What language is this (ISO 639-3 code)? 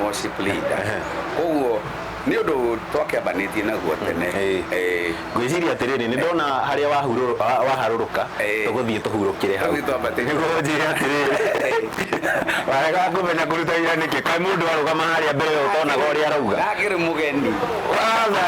kik